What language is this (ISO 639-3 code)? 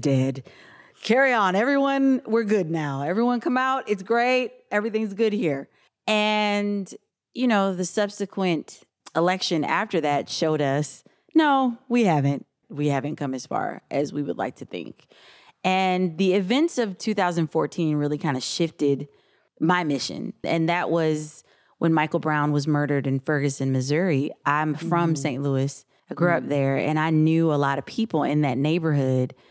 eng